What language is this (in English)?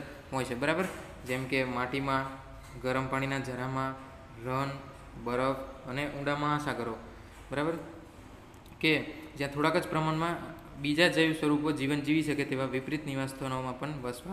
Gujarati